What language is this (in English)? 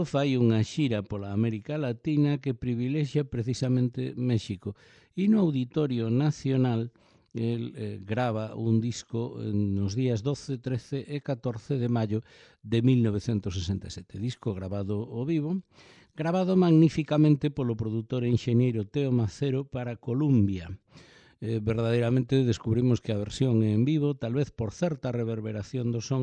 Galician